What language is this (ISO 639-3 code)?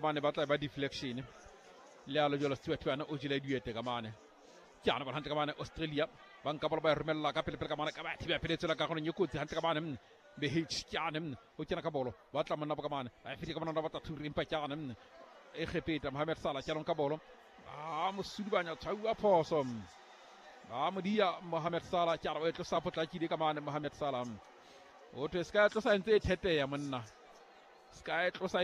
sot